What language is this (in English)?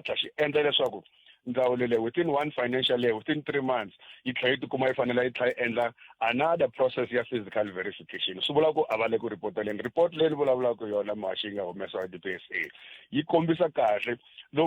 Tsonga